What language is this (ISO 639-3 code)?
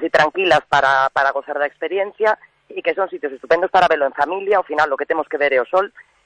glg